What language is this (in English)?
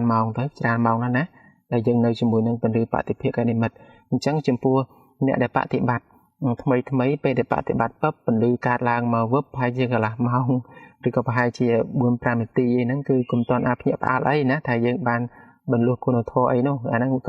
Khmer